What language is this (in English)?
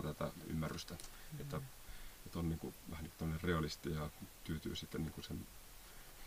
Finnish